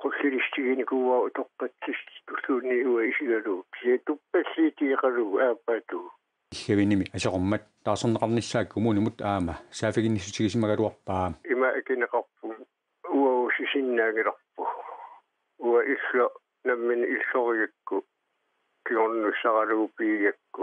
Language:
Kalaallisut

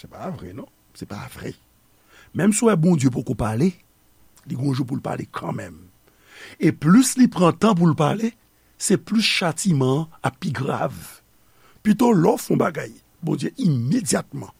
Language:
Haitian Creole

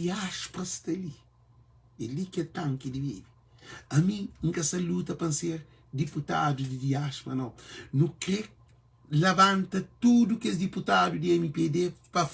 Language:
Kabuverdianu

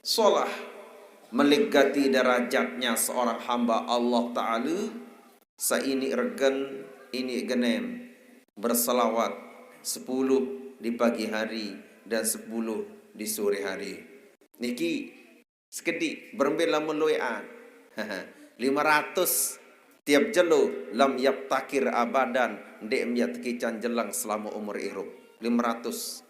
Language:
Sasak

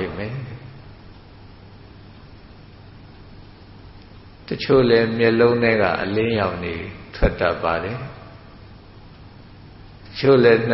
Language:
Burmese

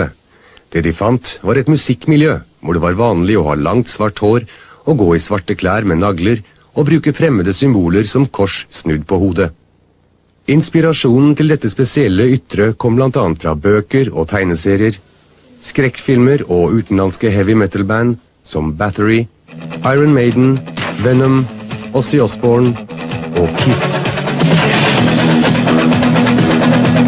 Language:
Norwegian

